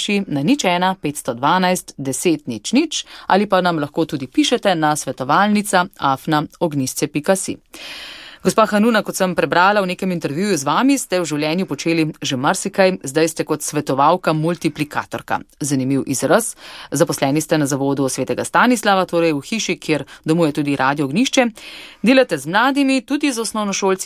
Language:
Slovenian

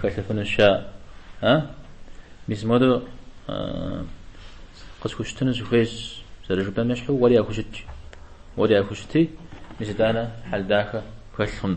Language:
Kabardian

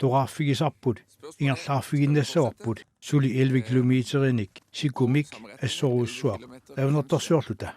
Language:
Kalaallisut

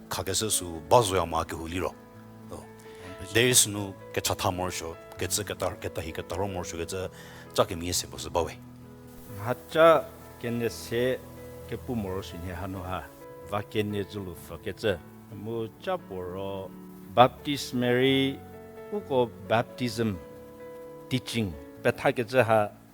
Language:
Angami Naga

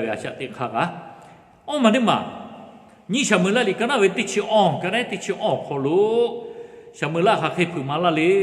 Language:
Lahu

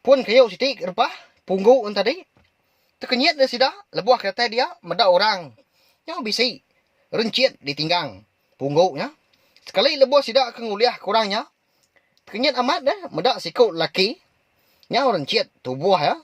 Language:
Iban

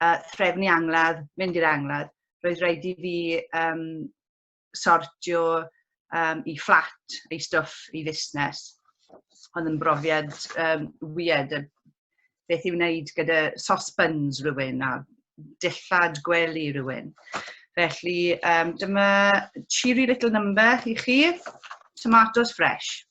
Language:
Welsh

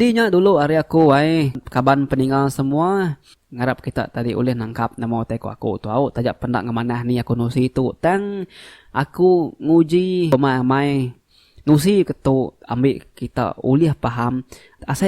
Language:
Iban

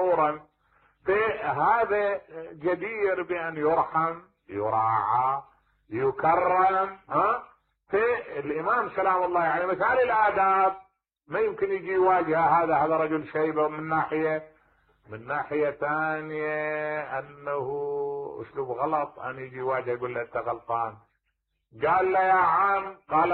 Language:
Mesopotamian Arabic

